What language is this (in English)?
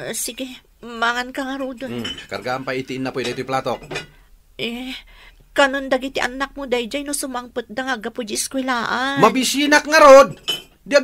Iloko